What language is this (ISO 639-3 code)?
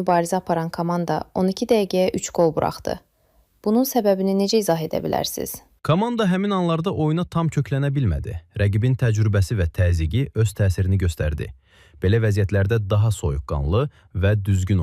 aze